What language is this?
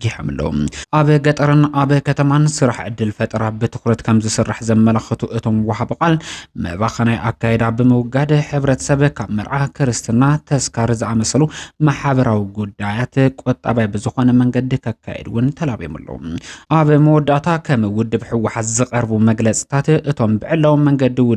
Tigrinya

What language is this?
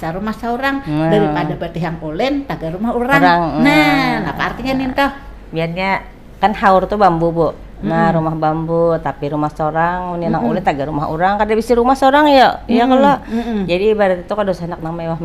Banjar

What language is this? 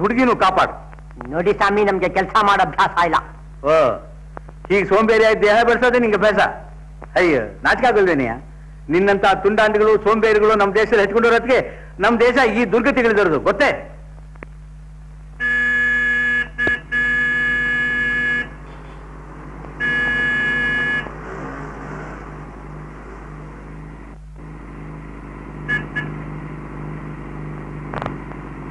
Kannada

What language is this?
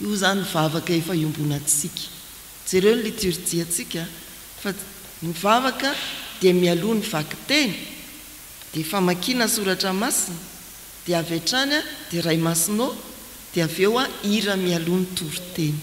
Malagasy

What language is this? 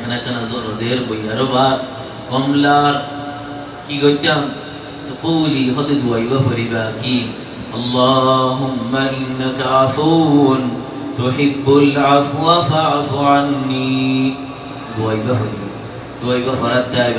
Rohingya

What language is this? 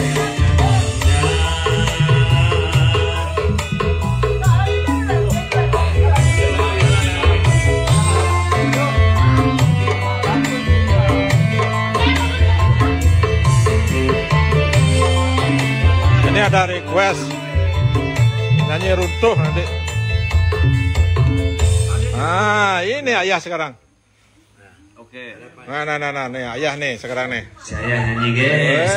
Indonesian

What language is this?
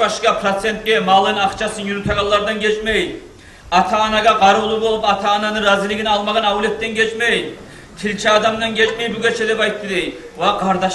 Kumyk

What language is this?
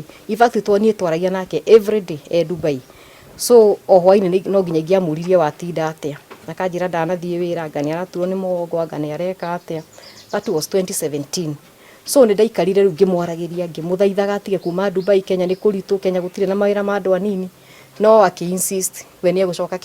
Kikuyu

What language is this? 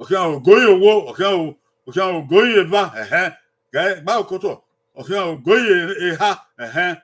Bini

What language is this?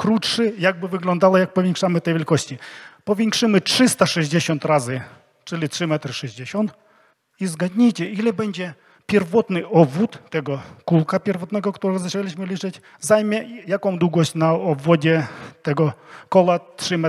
Polish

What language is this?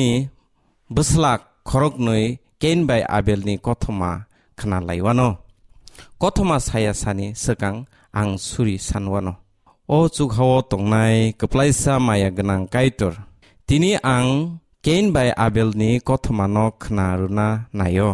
Kok Borok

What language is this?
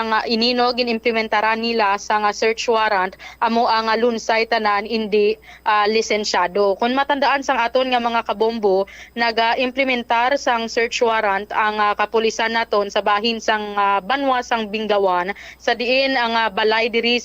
Hiligaynon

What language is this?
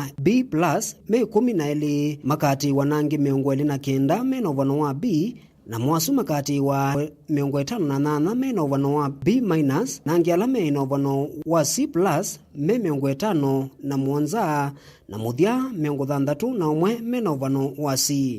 Kamba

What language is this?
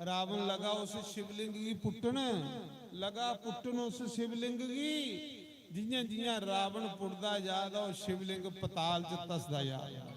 Dogri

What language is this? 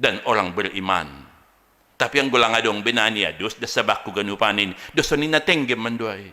Batak Simalungun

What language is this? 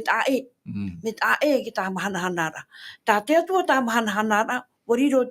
Tahitian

